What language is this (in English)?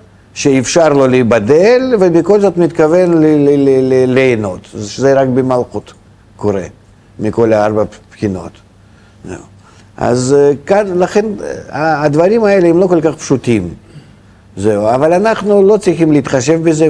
Hebrew